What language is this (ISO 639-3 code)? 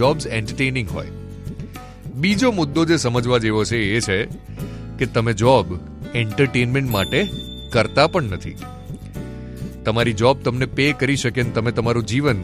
guj